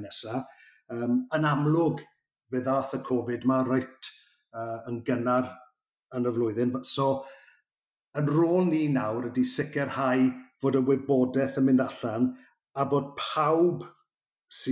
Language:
Welsh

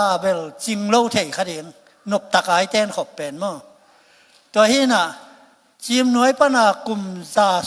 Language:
Tedim Chin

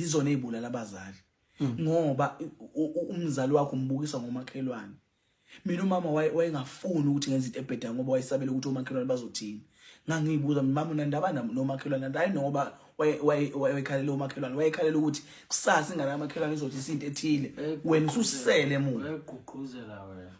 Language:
Zulu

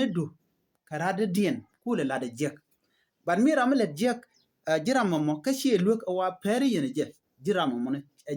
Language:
Nuer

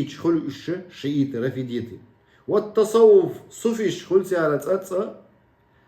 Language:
Chechen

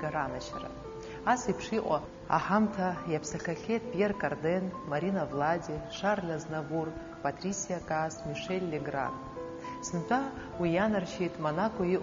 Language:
Abkhazian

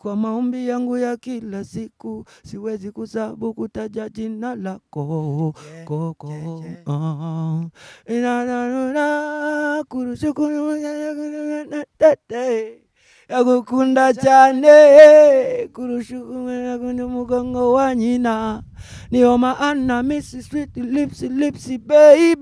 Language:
Kinyarwanda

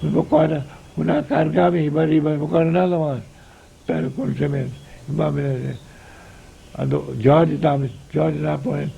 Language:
Papiamento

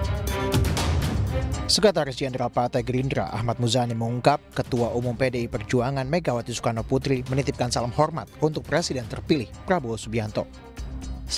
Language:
Indonesian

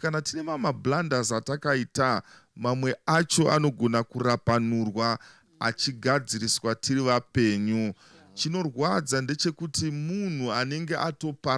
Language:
Shona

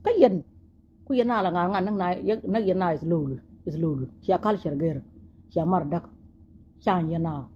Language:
Nuer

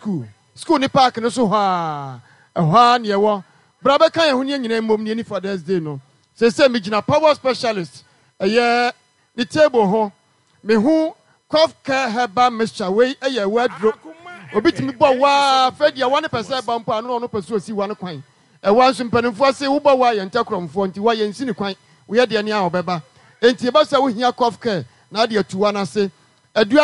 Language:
Akan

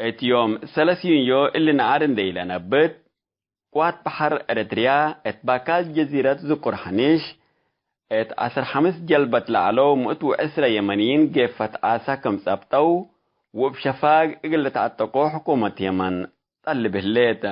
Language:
Tigre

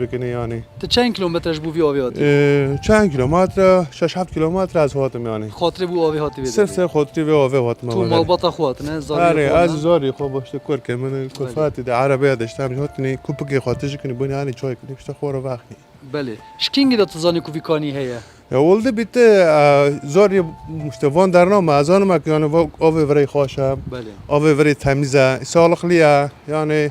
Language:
Kurdish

